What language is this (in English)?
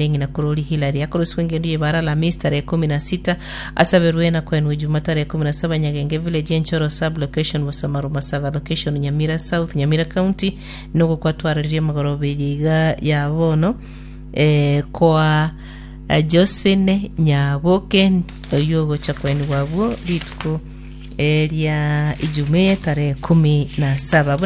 Gusii